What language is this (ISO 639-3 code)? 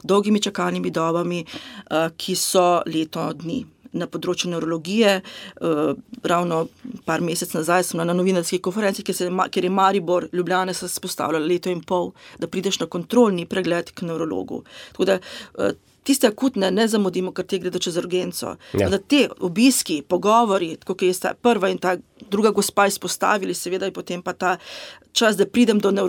slv